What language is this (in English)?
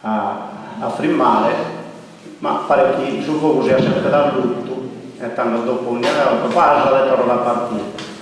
Sardinian